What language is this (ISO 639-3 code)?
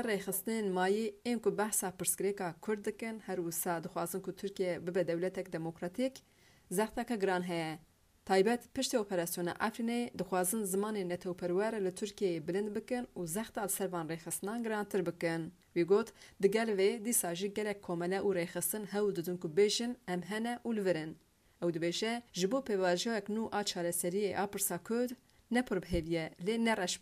kur